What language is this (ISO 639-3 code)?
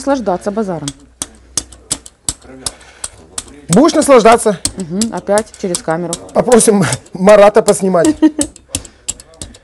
rus